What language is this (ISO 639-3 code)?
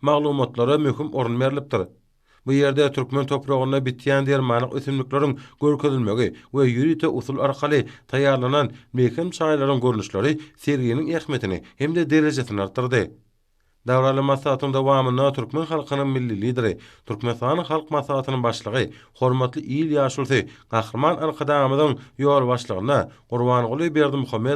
tuk